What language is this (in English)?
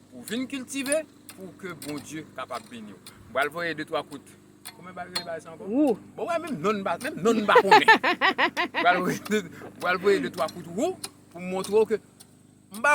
Haitian Creole